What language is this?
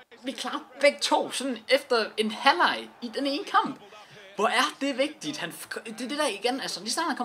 Danish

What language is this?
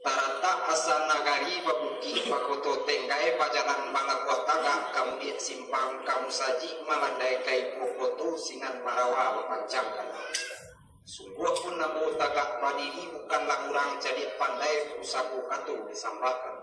Minangkabau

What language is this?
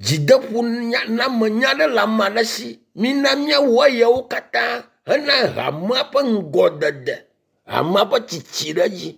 Ewe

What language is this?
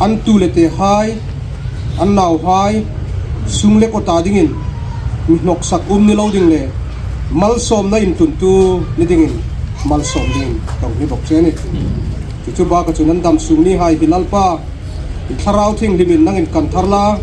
Hmar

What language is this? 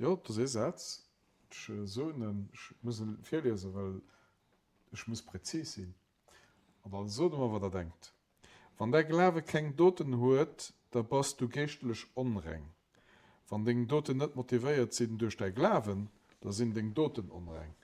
Luxembourgish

